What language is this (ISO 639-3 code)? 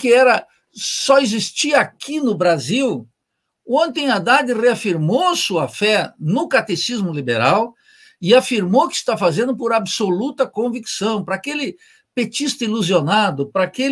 por